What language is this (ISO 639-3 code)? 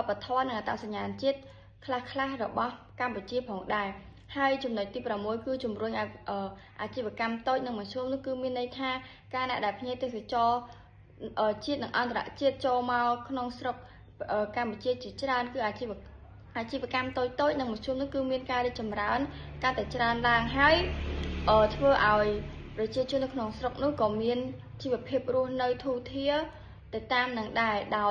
khm